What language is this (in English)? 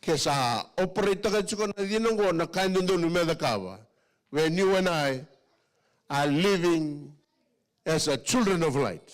Fijian